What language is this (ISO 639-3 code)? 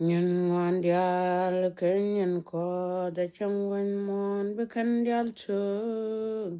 nus